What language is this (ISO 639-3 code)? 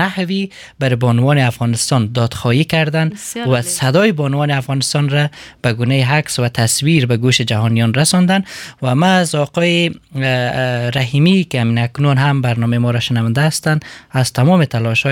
fas